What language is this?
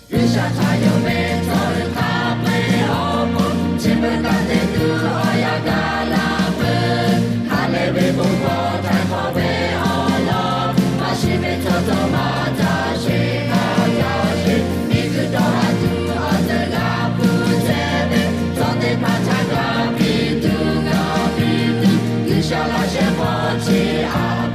Lahu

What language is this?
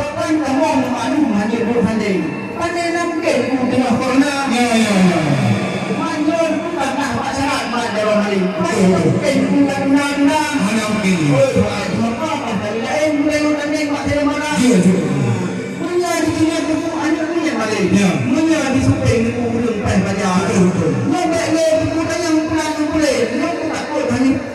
Achinese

